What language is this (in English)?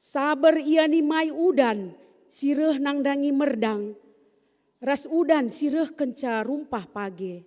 Batak Karo